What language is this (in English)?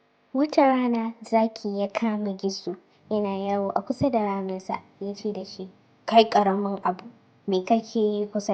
Hausa